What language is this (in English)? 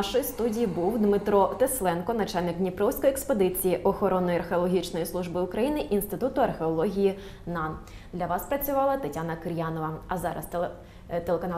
Ukrainian